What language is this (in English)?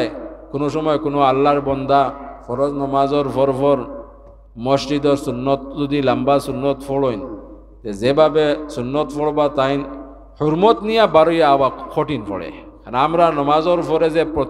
Sylheti